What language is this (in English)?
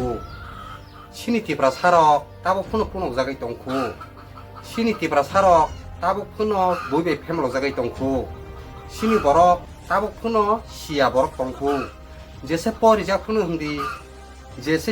Kok Borok